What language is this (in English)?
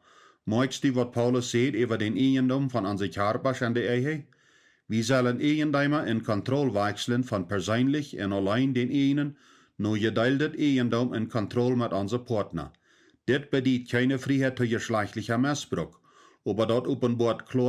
Plautdietsch